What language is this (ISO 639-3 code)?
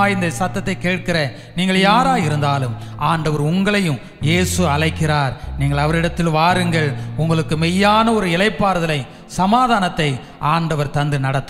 tam